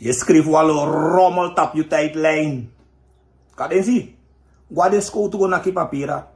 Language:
Sranan Tongo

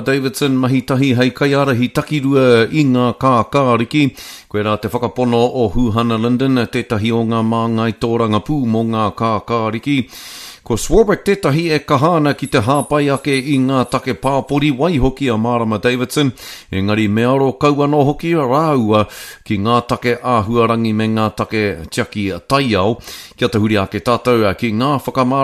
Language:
Māori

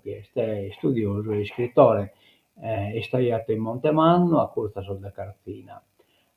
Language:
Sardinian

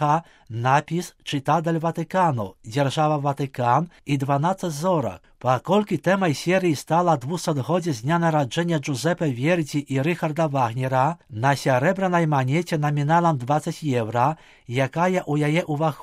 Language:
Belarusian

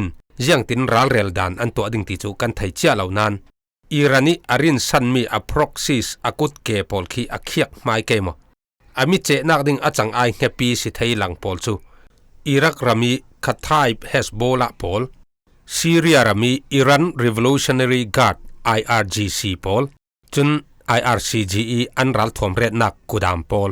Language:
Falam Chin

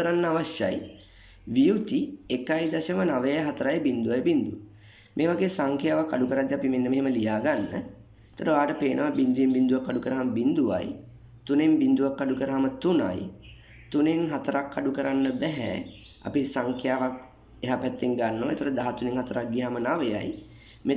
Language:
Sinhala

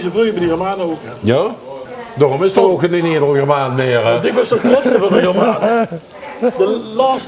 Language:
Limburgish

